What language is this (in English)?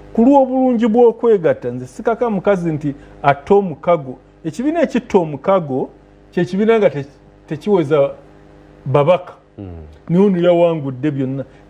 Ganda